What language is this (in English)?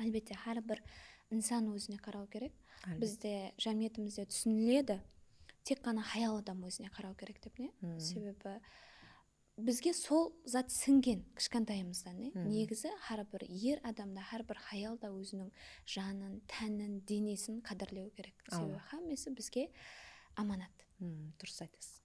Kara-Kalpak